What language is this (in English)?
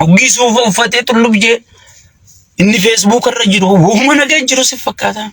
Oromo